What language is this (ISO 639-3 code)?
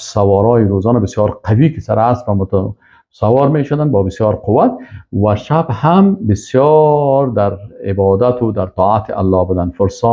fas